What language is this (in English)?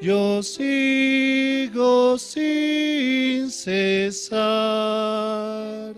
Aymara